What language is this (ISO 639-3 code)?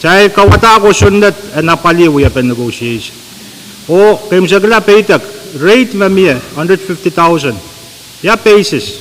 pon